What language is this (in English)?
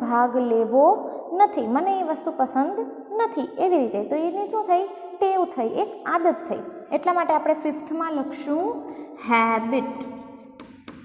Gujarati